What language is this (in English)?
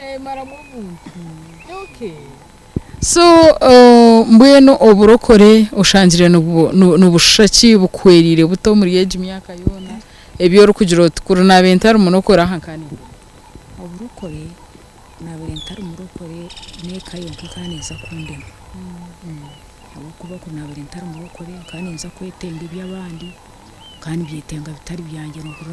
Nyankole